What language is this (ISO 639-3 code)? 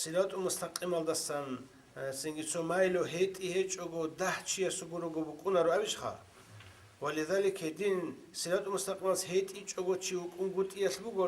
ava